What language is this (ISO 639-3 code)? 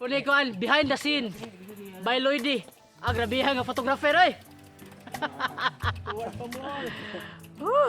ceb